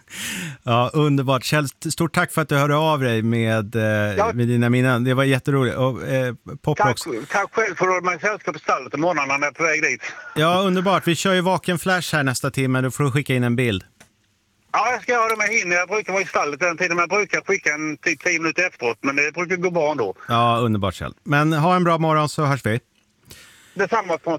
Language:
Swedish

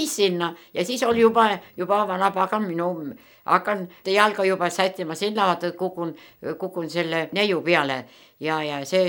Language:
Estonian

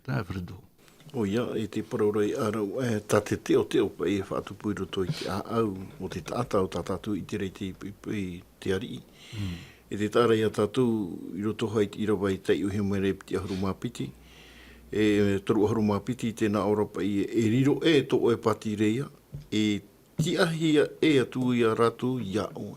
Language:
Tahitian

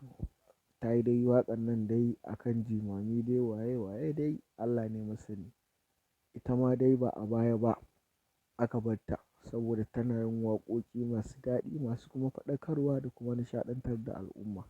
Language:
Hausa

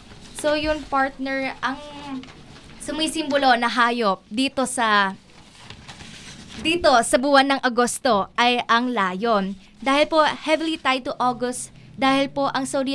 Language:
Filipino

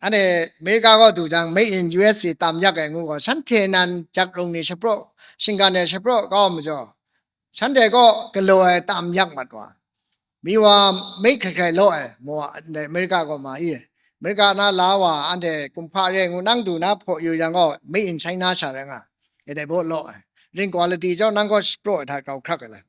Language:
Kachin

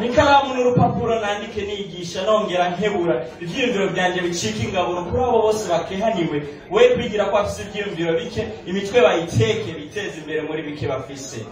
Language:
Rundi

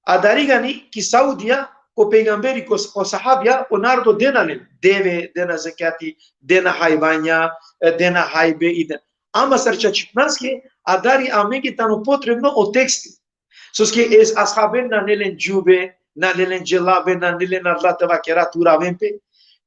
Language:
Balkan Romani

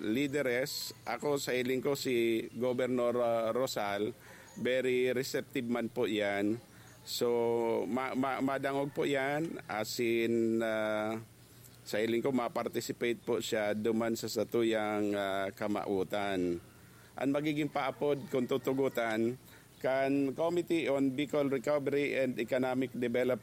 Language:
Bikol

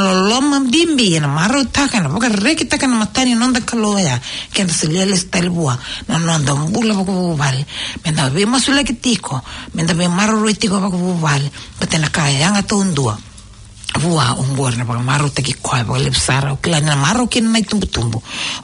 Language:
Fijian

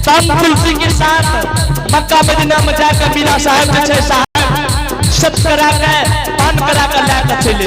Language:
Angika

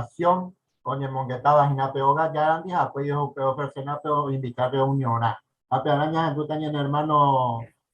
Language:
Guarani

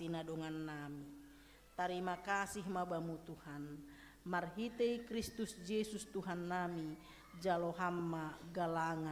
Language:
Batak Simalungun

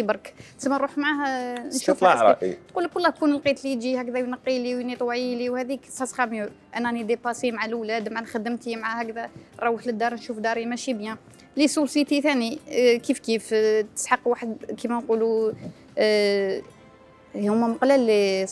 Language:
Algerian Arabic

